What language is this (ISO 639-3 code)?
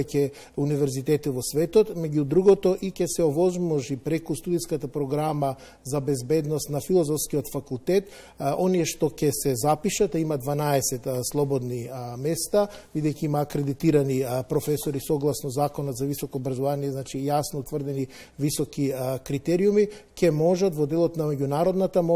mkd